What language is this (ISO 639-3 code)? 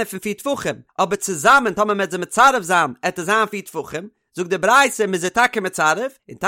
yid